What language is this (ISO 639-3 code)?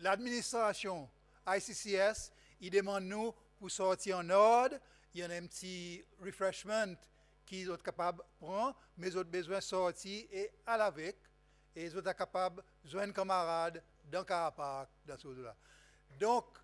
crs